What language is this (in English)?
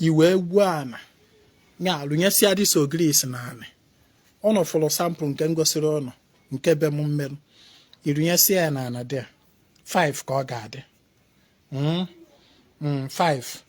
Igbo